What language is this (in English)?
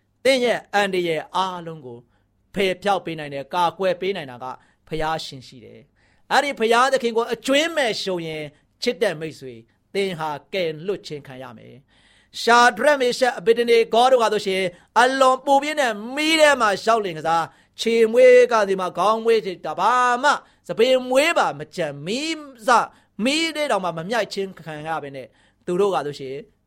Burmese